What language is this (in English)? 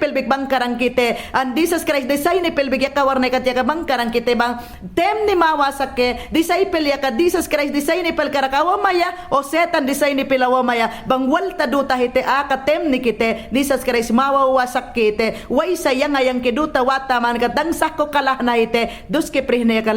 Mayangna